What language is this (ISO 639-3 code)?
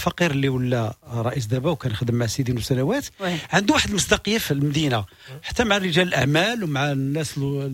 ary